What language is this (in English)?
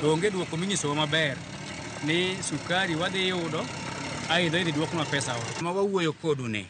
Luo (Kenya and Tanzania)